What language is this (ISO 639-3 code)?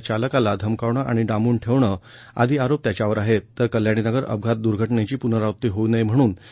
mar